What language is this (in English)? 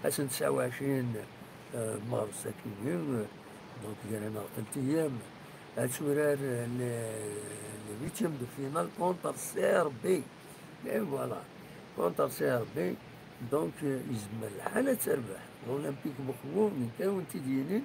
Kabyle